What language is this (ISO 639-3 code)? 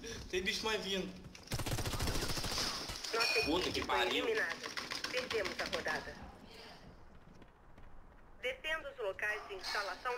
por